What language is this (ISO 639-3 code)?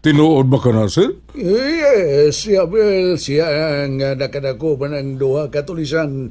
ceb